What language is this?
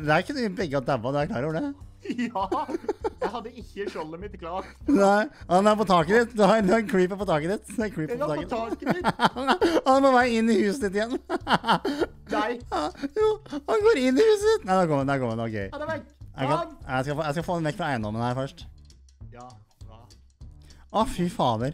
Norwegian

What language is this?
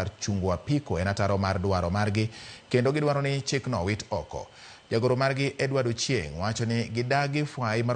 Luo (Kenya and Tanzania)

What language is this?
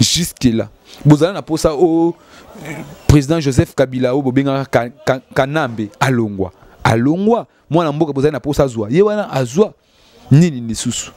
Lingala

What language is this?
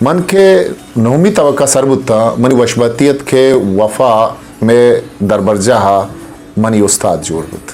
Eastern Balochi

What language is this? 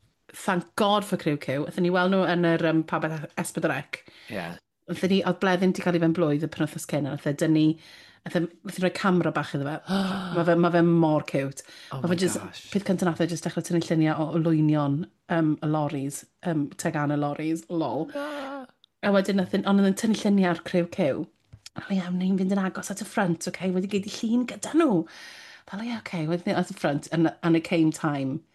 Welsh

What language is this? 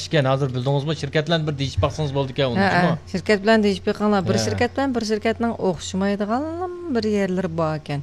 Uyghur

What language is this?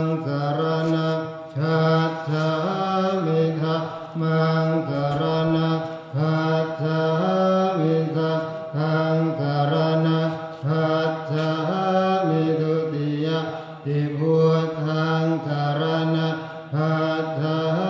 Pali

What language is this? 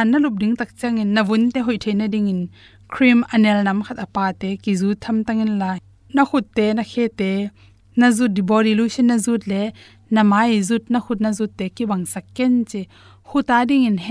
Tedim Chin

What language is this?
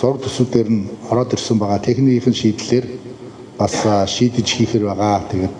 Mongolian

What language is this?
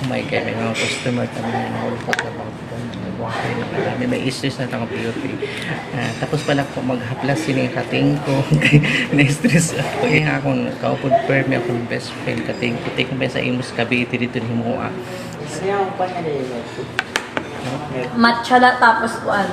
Waray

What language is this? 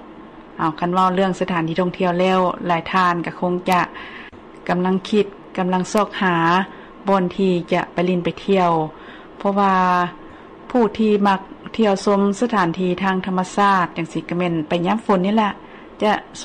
Lao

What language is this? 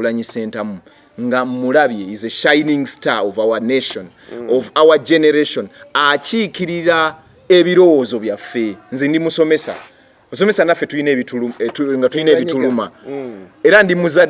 Ganda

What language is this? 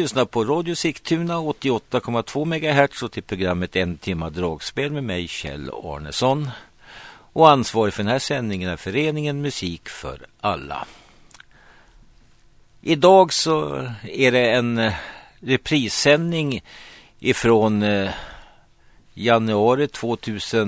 Swedish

